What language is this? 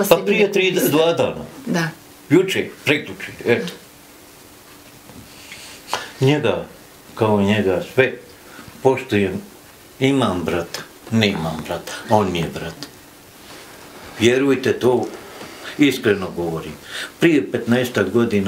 Bosnian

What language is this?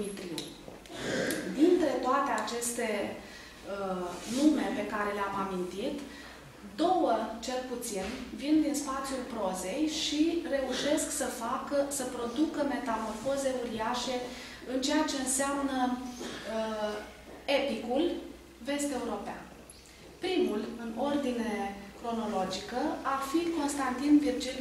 Romanian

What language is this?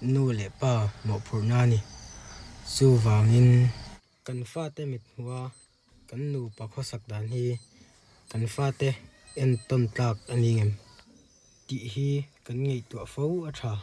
Mizo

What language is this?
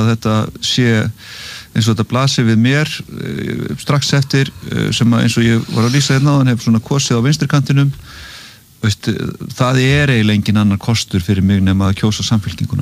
Icelandic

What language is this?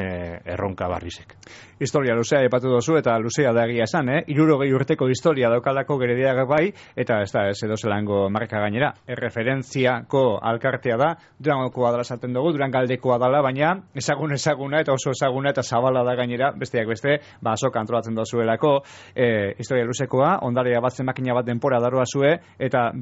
Basque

